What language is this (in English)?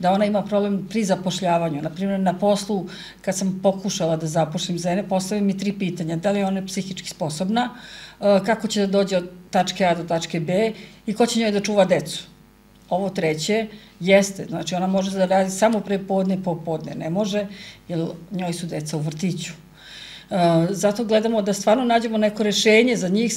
Serbian